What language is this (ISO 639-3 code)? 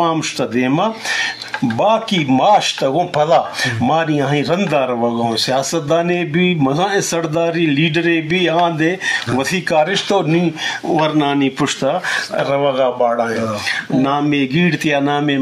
bgp